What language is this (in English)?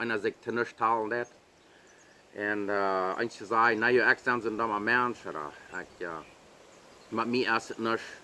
Plautdietsch